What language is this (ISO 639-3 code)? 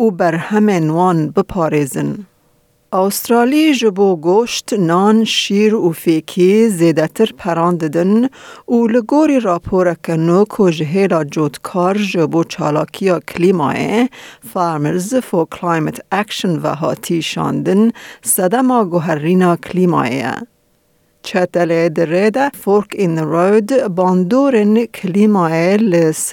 kur